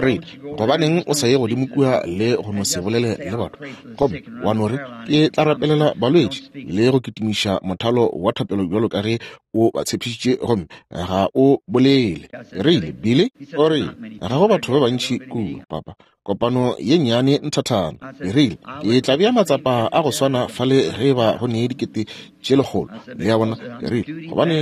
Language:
Northern Sotho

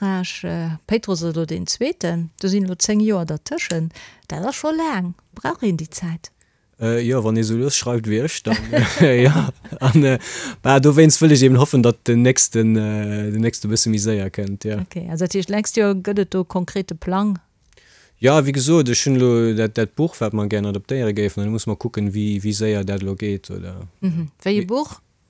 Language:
Luxembourgish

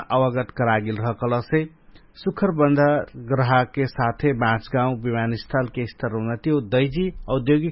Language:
Dangaura Tharu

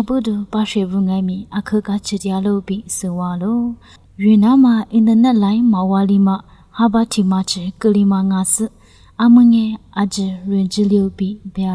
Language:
Lisu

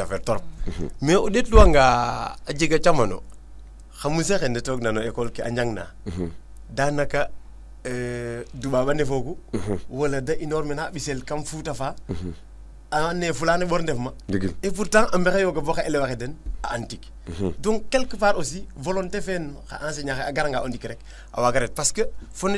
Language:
Serer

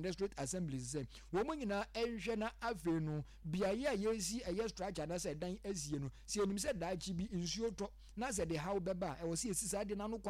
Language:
Akan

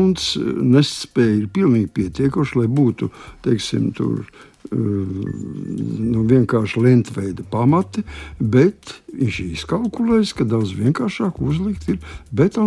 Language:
Latvian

